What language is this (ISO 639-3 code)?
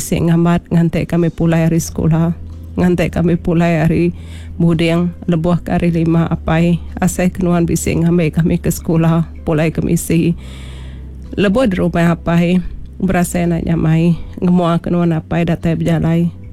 iba